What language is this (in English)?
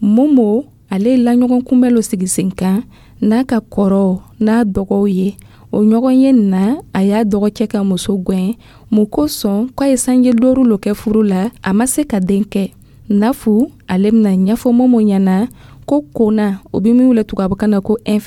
Dyula